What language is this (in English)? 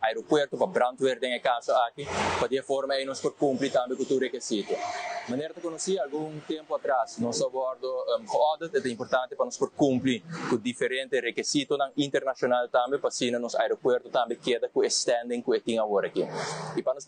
Papiamento